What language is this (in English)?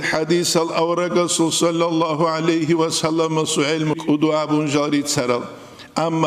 Avaric